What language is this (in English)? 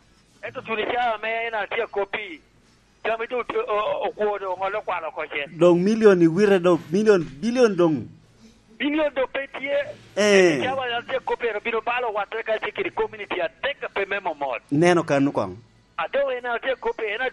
Lango (Uganda)